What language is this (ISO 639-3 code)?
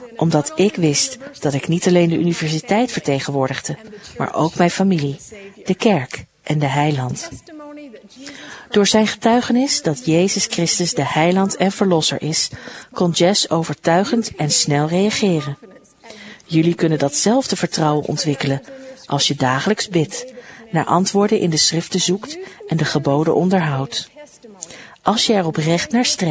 nld